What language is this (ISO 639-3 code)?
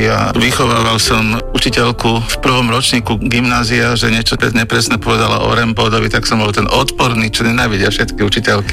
slk